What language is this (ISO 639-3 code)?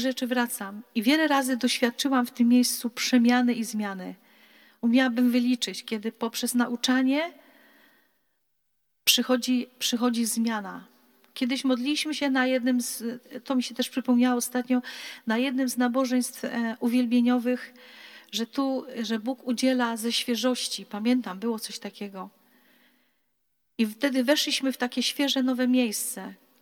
pol